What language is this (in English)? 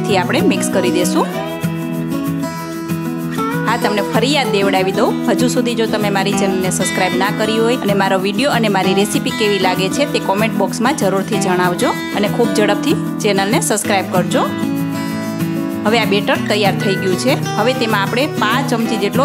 Gujarati